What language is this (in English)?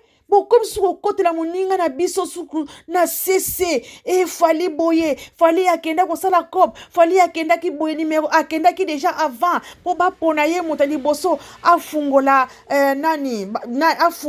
Lingala